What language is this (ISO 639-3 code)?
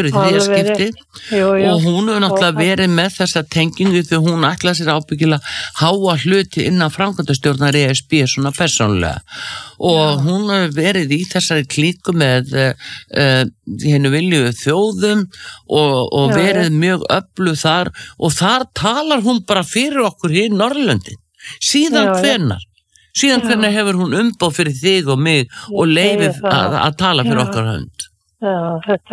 isl